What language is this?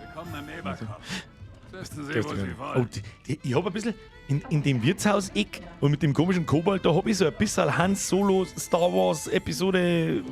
Bavarian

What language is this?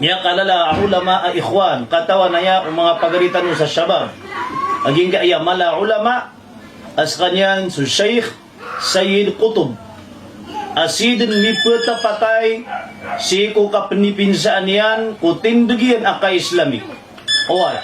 Maranao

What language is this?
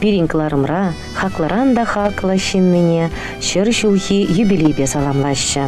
Chuvash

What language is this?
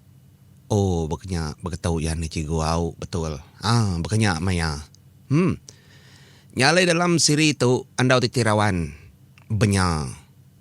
Iban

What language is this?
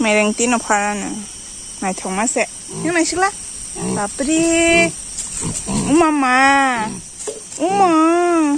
Kok Borok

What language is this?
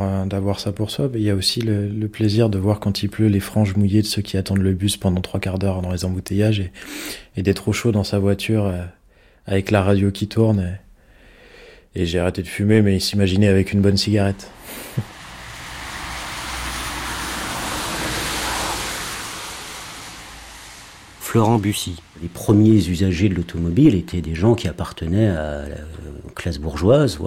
French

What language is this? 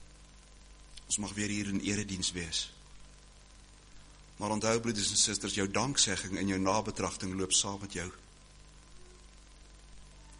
Afrikaans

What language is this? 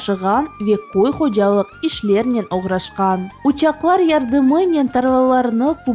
Crimean Tatar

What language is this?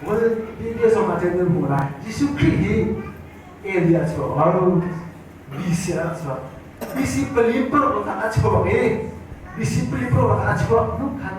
Hakha Chin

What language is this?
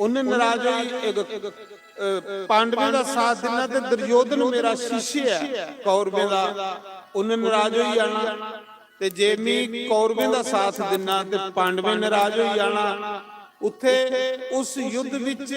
Dogri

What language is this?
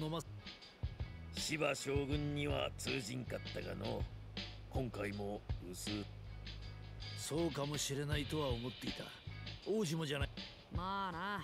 Japanese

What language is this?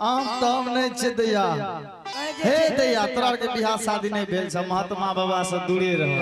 Angika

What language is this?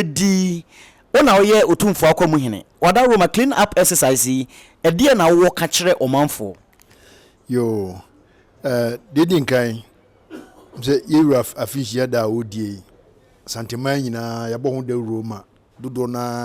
Akan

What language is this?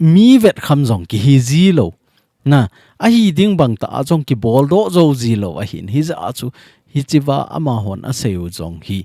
Thado Chin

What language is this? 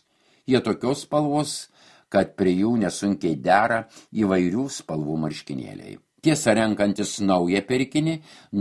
Lithuanian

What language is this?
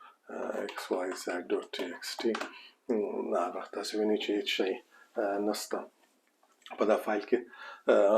Pashto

